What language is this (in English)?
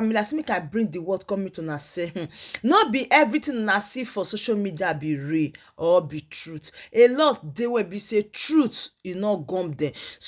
Nigerian Pidgin